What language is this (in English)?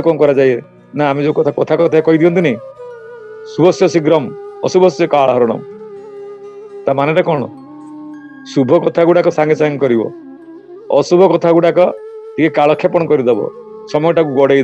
Odia